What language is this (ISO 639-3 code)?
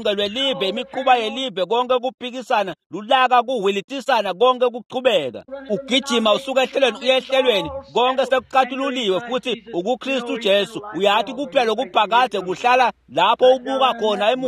ssw